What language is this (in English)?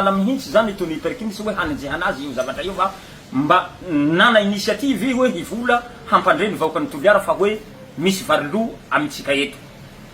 Malagasy